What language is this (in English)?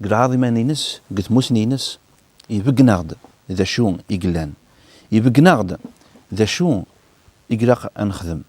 Kabyle